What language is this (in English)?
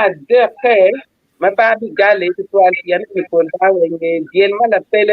Acoli